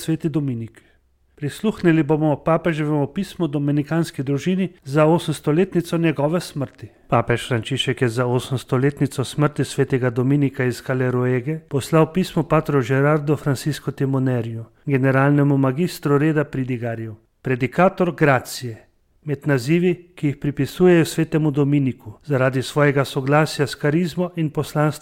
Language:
Slovenian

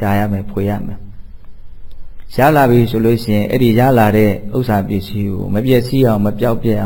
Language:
Burmese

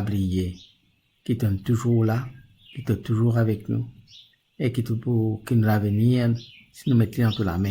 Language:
Morisyen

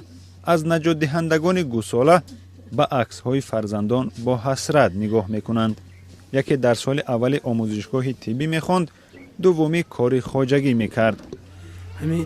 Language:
Tajik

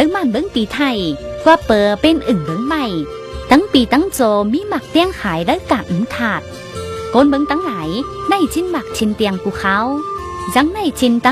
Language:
Tai Nüa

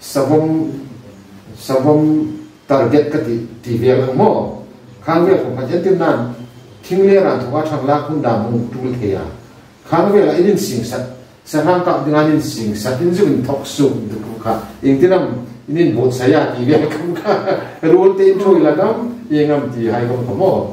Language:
Hmar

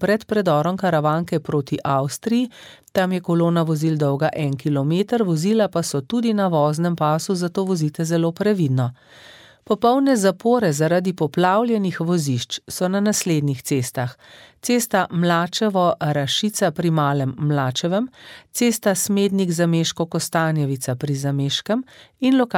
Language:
Slovenian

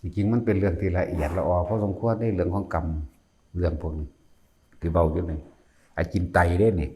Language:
Lao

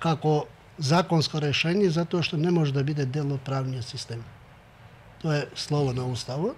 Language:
Macedonian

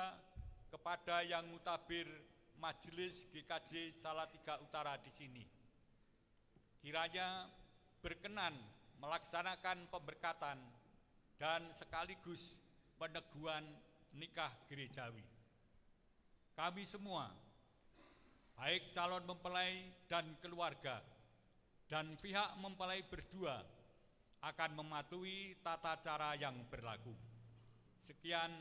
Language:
Indonesian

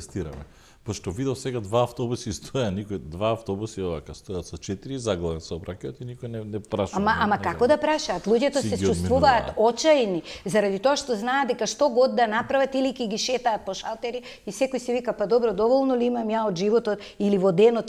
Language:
Macedonian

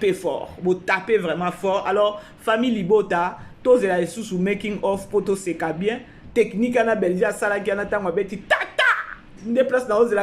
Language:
Lingala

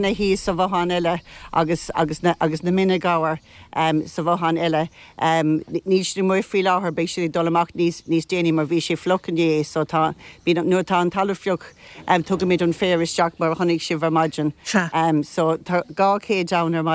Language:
Irish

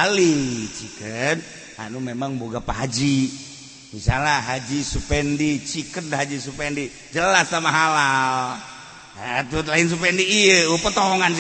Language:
Sundanese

